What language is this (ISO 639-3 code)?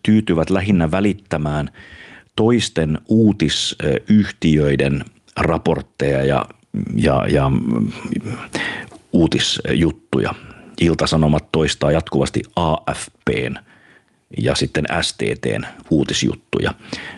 fin